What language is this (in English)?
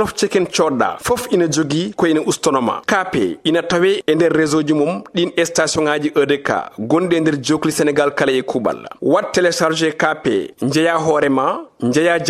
Fula